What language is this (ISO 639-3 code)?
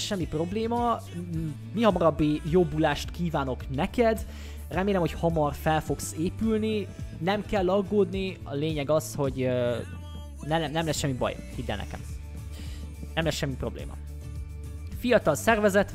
hun